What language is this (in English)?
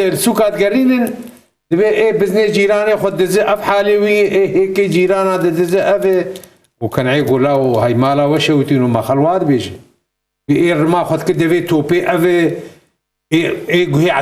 Kurdish